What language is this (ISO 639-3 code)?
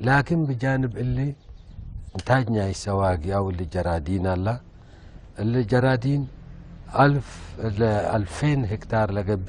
tig